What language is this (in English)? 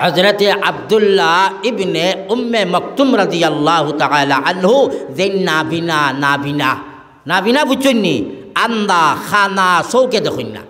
Sylheti